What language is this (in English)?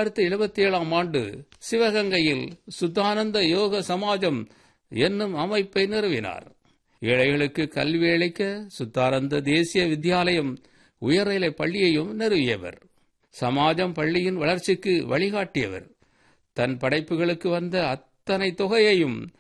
Tamil